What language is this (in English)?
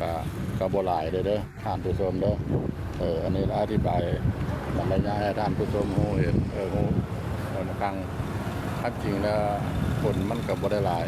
Lao